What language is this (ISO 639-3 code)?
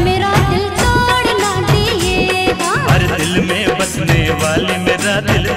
hin